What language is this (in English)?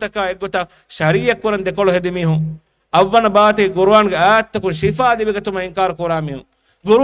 Divehi